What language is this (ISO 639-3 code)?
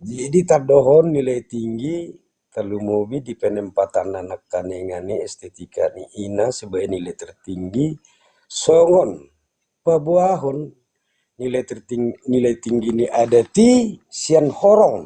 bbc